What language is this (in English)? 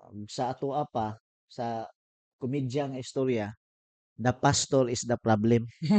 Cebuano